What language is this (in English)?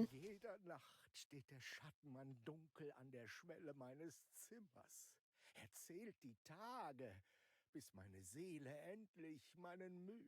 Bavarian